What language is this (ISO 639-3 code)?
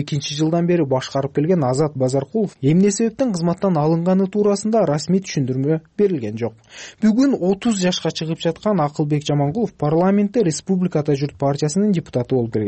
kir